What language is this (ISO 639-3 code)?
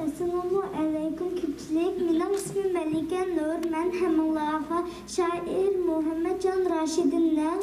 uig